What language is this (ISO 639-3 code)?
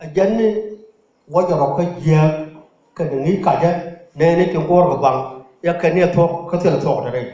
nus